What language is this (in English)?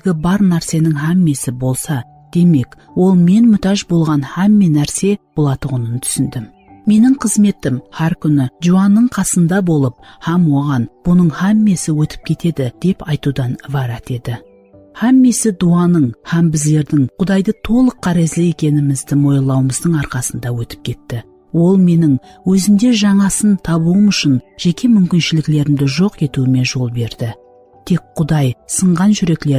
Kara-Kalpak